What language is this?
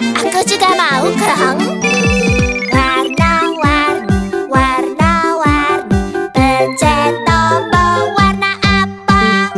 Indonesian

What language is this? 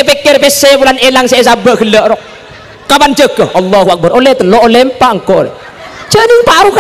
Madurese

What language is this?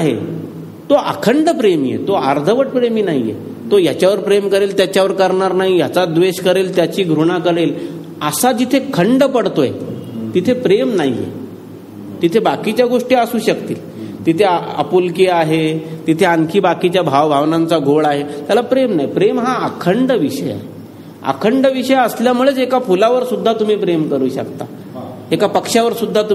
Marathi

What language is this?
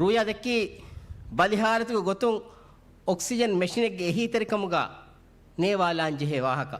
Divehi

